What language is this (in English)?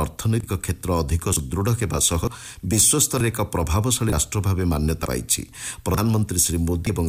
Odia